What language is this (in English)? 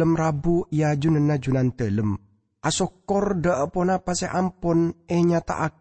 Madurese